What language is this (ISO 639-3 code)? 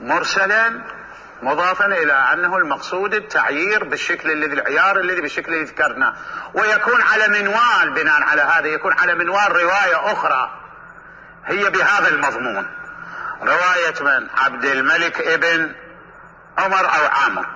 acm